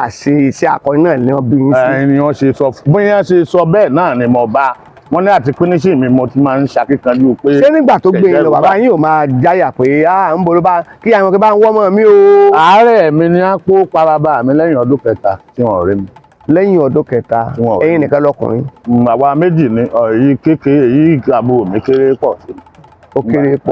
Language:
Yoruba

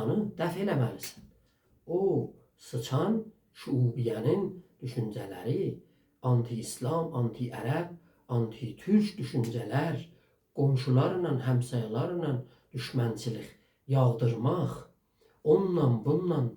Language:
South Azerbaijani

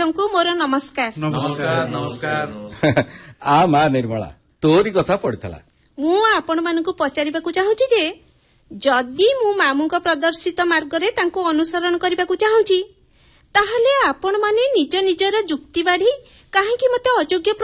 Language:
Odia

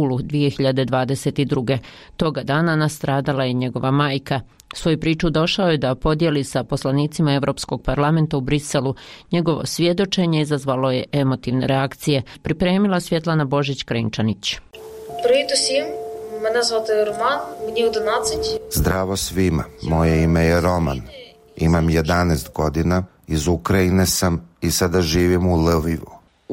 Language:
Serbian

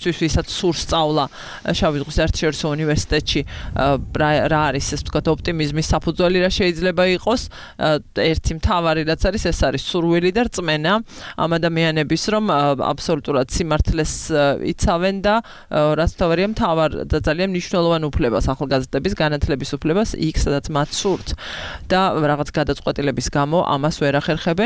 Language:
Georgian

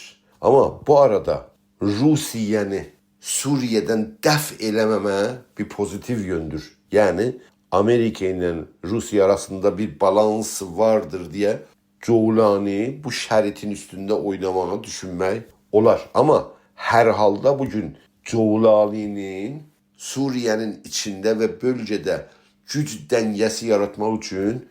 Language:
South Azerbaijani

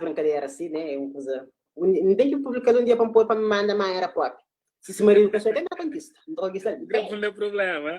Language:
Kabuverdianu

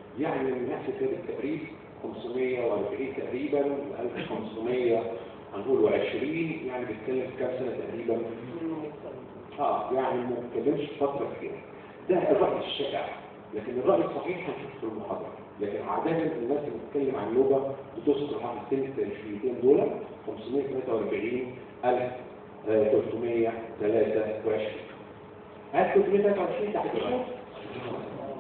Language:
Egyptian Arabic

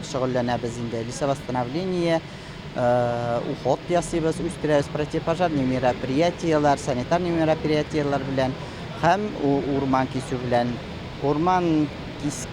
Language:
Tatar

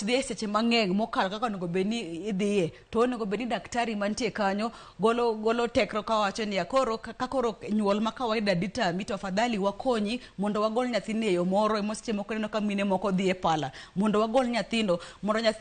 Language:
Luo (Kenya and Tanzania)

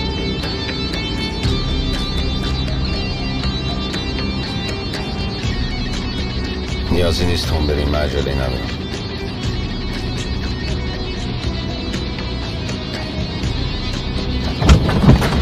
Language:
Persian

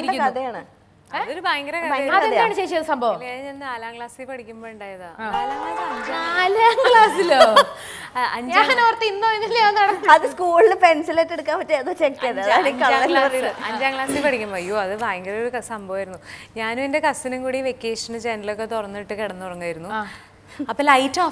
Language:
Malayalam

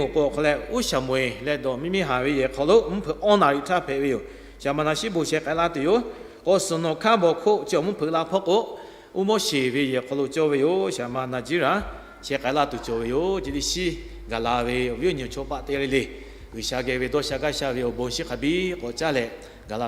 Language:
Lahu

